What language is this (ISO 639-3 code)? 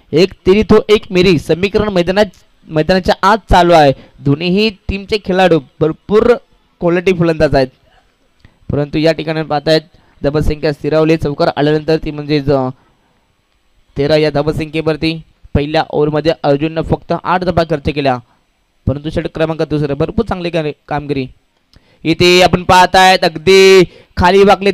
mar